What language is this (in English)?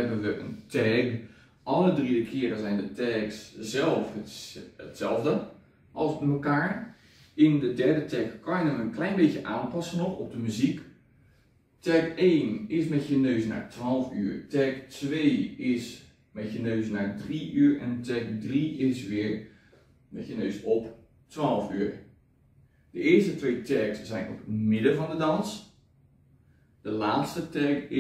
Dutch